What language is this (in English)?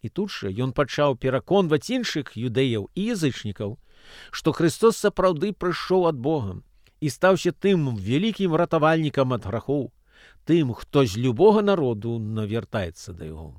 Belarusian